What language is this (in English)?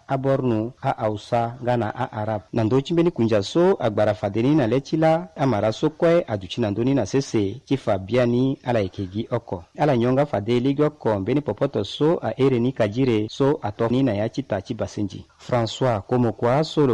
Sango